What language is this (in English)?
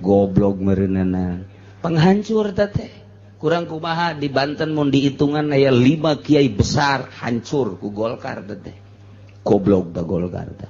Sundanese